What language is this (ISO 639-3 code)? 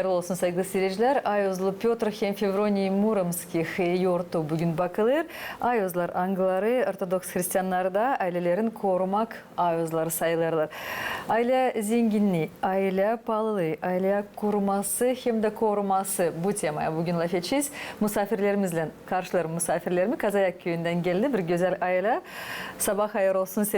gag